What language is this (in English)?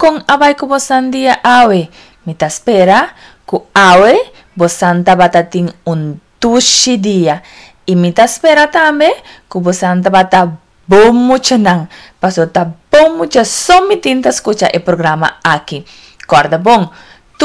Papiamento